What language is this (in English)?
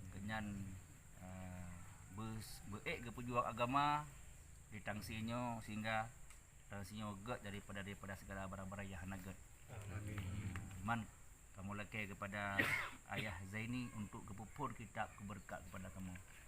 Achinese